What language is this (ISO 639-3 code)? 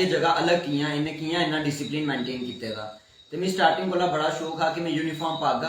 doi